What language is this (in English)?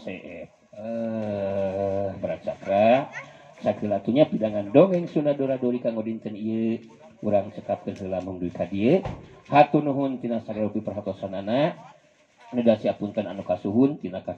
Sundanese